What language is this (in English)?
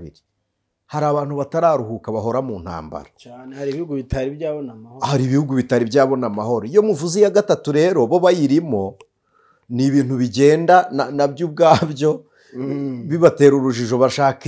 Kinyarwanda